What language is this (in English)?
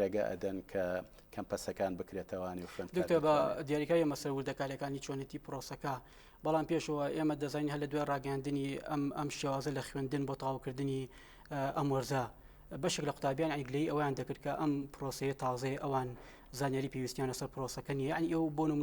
Central Kurdish